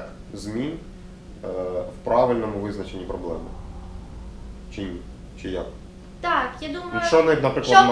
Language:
Ukrainian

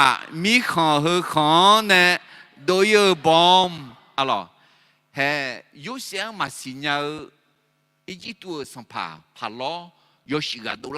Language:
Akha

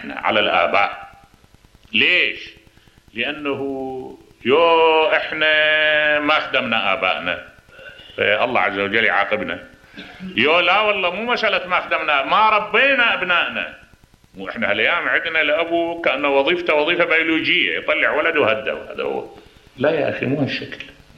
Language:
Mesopotamian Arabic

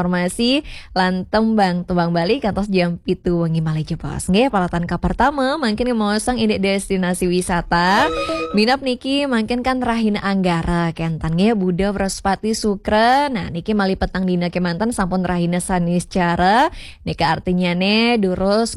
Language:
Balinese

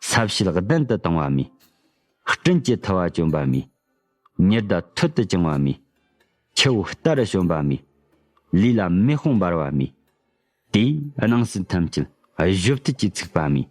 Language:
Tibetan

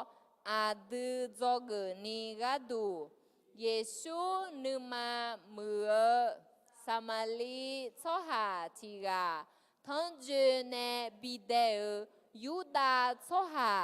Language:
Akha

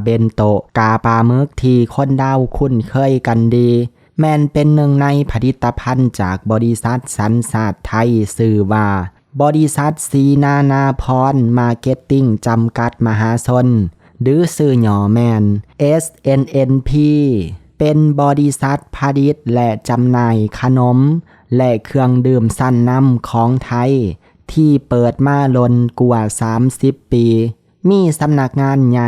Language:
Lao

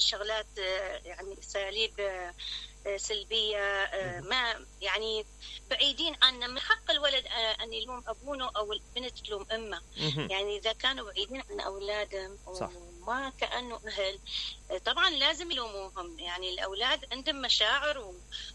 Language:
Mesopotamian Arabic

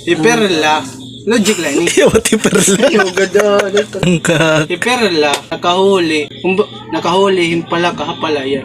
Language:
Waray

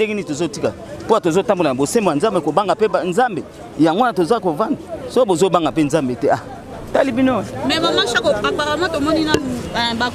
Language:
Lingala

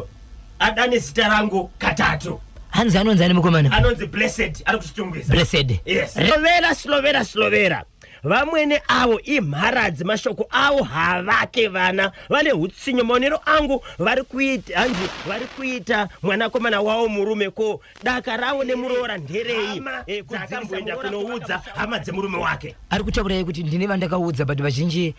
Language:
Shona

